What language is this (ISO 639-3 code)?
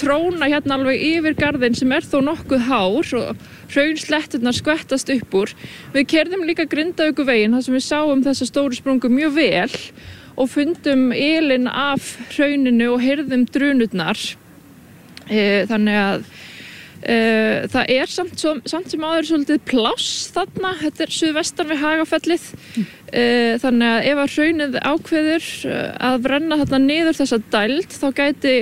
isl